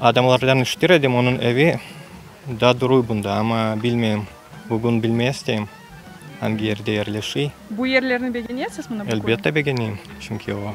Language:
Crimean Tatar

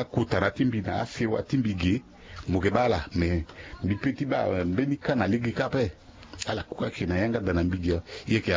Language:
Sango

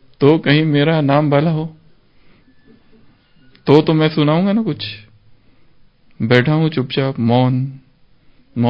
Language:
Hindi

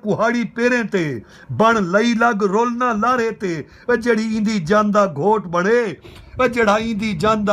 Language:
Saraiki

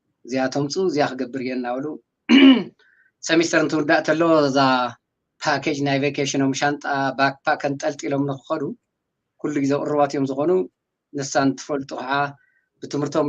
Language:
Tigrinya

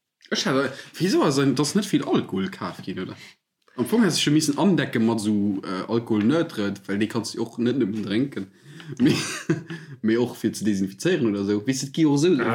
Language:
Luxembourgish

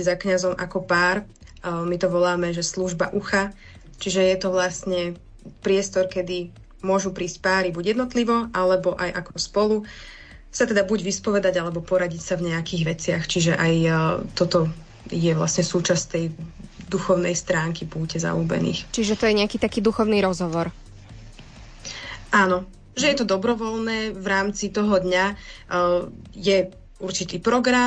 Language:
Slovak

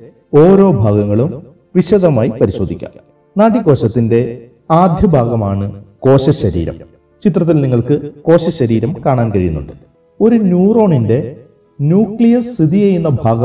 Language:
Malayalam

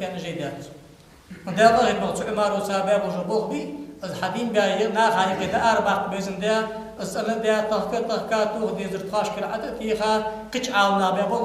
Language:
Ingush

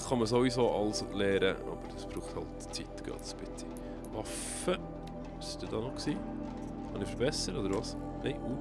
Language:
Swiss German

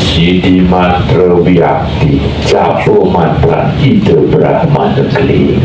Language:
Balinese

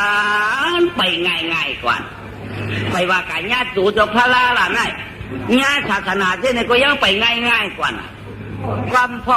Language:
Shan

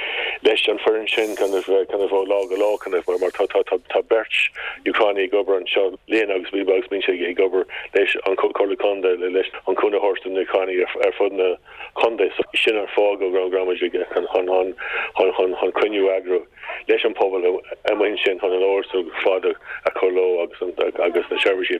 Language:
Irish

